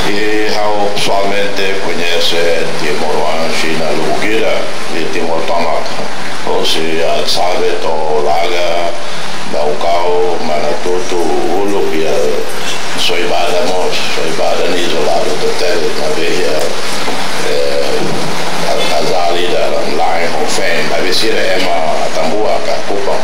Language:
Tetum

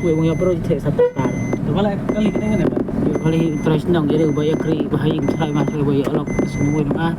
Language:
Khasi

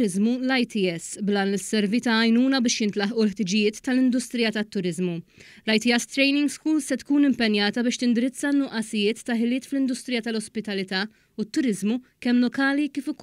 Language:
Maltese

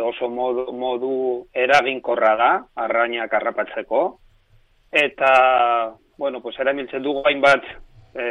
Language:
Basque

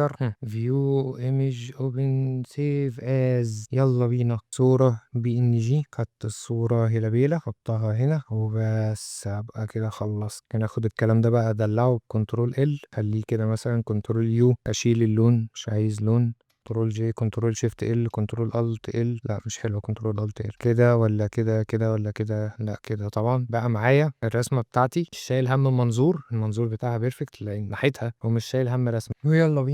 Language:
Egyptian Arabic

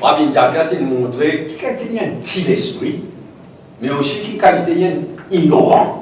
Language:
Morisyen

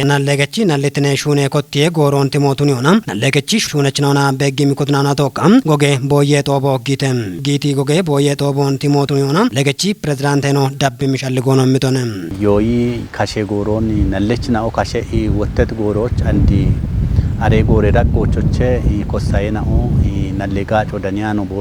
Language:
Kafa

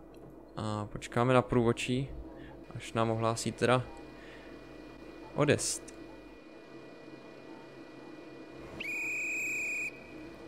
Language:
Czech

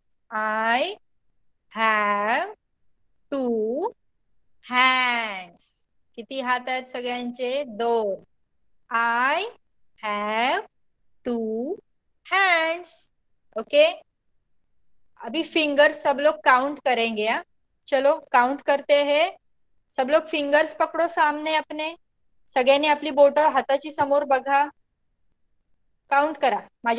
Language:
Marathi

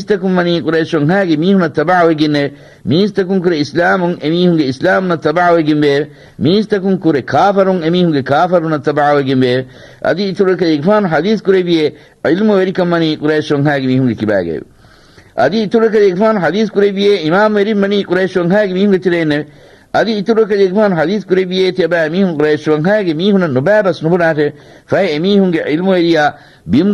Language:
Divehi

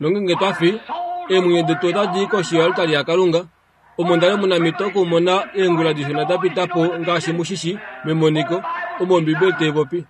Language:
Kuanyama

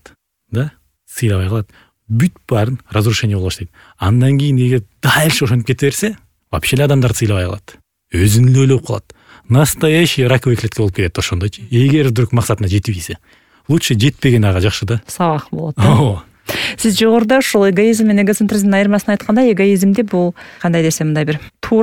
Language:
Kyrgyz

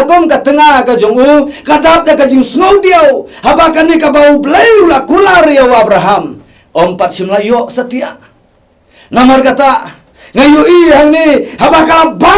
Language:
Khasi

